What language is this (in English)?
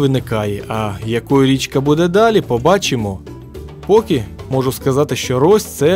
Ukrainian